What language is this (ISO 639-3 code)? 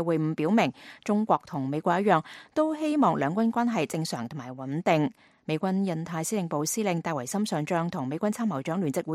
yue